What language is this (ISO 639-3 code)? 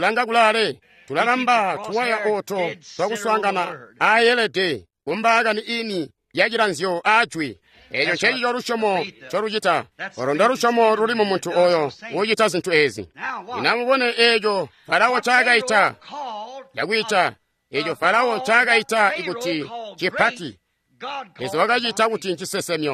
toi